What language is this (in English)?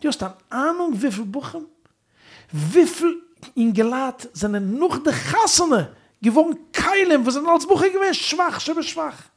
Yiddish